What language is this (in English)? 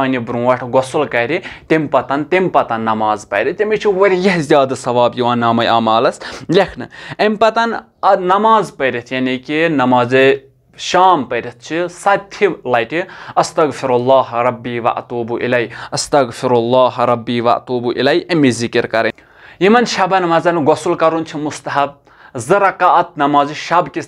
Kashmiri